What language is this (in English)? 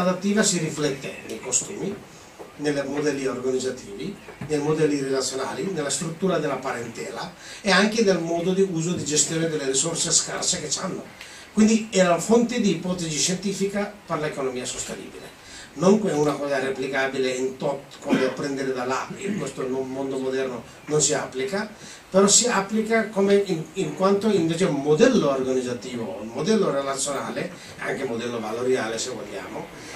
Italian